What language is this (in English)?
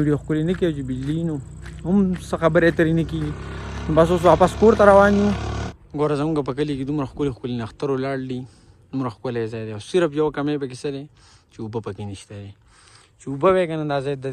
Pashto